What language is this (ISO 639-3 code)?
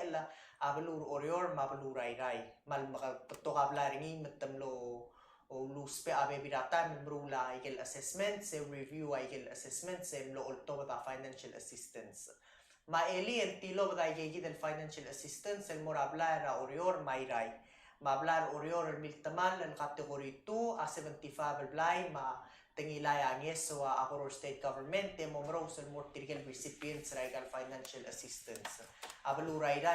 pau